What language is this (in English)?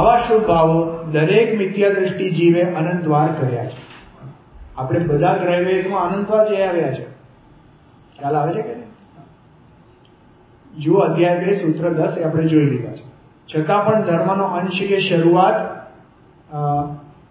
Gujarati